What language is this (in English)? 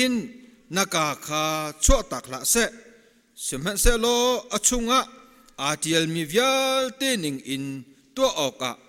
Hakha Chin